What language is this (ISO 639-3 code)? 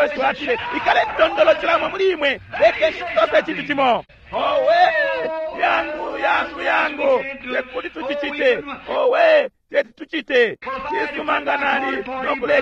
bem